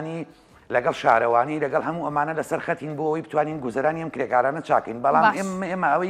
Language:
Central Kurdish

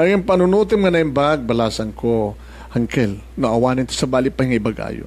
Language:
Iloko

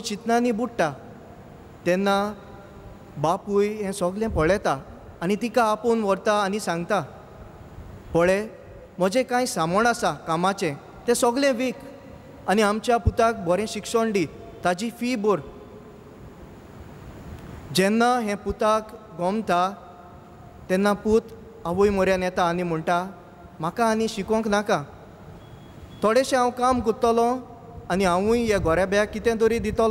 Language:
Konkani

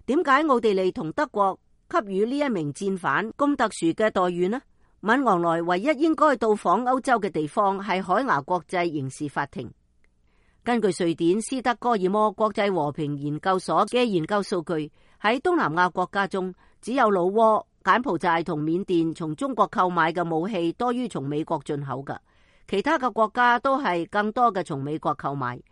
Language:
Cantonese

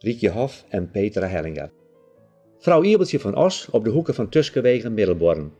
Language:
Western Frisian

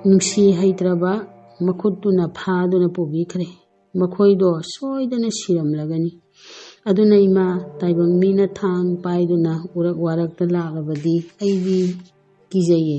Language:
Manipuri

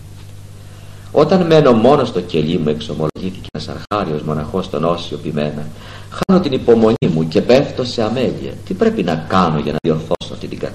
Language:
Greek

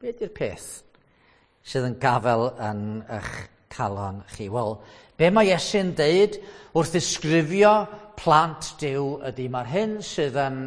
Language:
Welsh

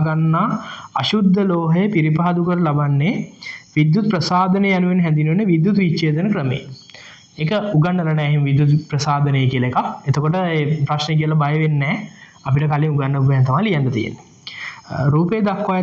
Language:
Sinhala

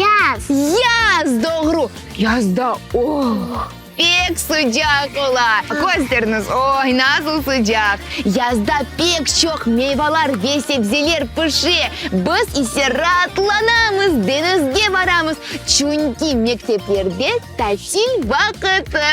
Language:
Crimean Tatar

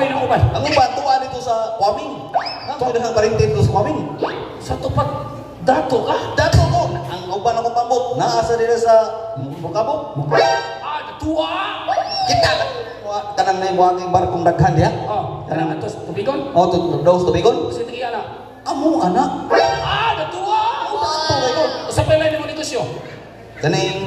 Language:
Cebuano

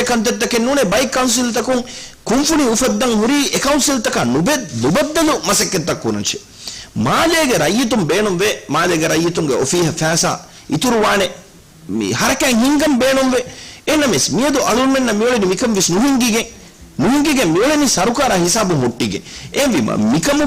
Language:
Divehi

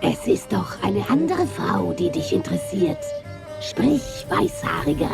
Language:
Swiss German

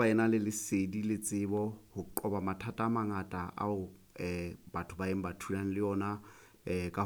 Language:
Southern Sotho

